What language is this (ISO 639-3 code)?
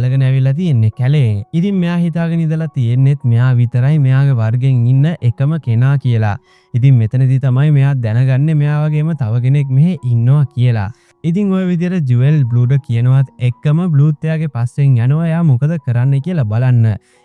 sin